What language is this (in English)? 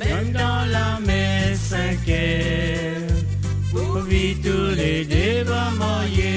Morisyen